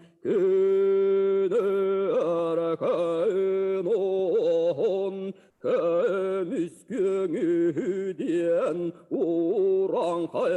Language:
Yakut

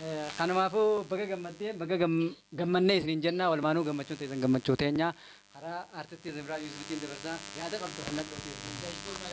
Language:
Oromo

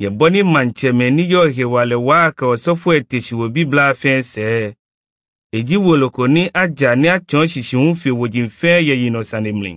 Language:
Ewe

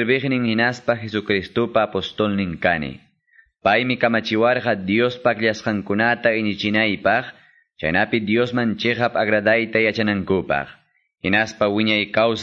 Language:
Ayacucho Quechua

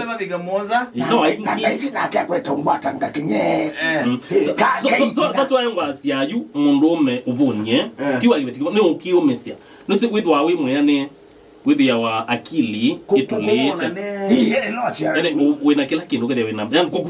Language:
Kamba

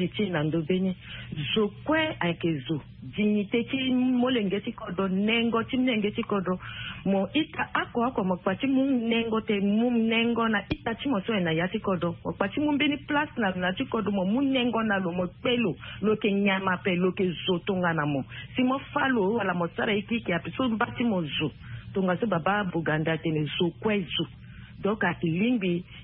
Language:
Sango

